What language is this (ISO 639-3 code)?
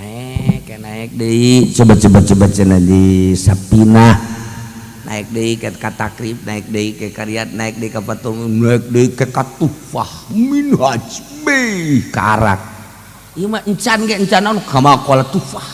sun